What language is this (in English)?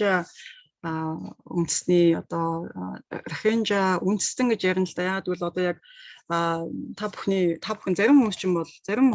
Mongolian